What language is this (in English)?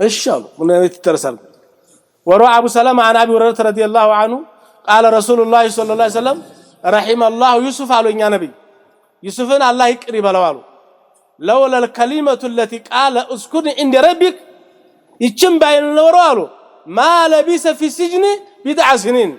Amharic